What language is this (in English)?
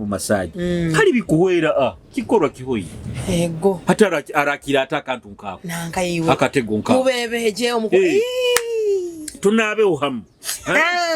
Nyoro